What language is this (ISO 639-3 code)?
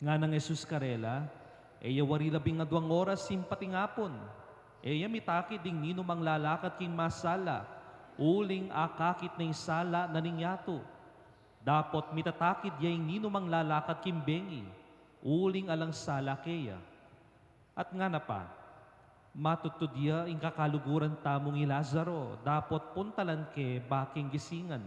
pam